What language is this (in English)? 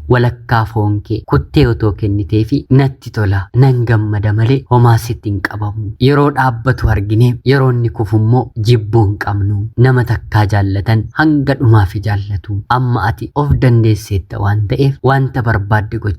Oromo